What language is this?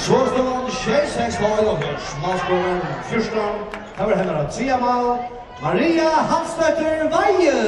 Faroese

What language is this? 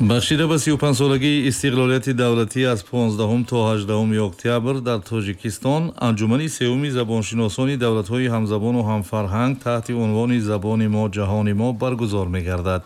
Tajik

